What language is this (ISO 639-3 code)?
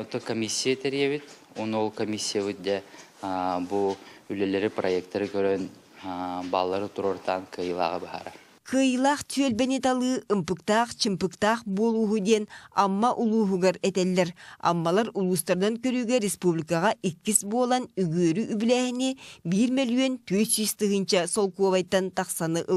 sah